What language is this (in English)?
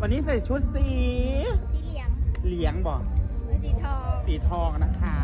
Northeastern Thai